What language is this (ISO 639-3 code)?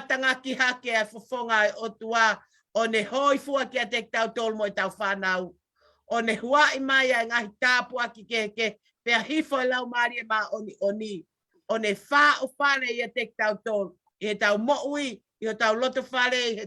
ton